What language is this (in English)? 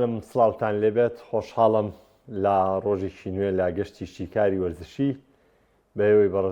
Central Kurdish